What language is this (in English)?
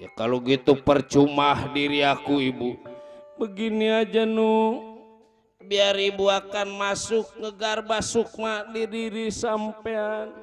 Betawi